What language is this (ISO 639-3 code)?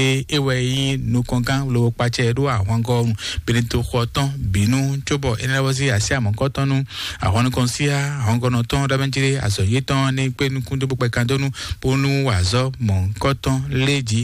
fon